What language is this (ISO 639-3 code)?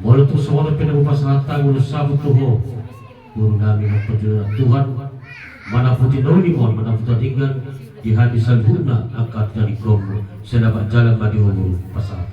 bbc